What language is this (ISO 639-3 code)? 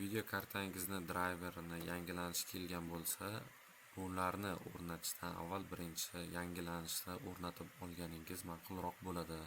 uzb